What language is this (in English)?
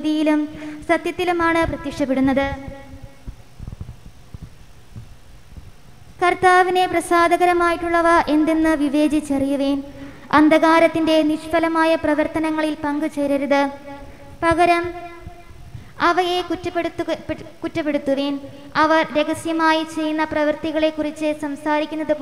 Malayalam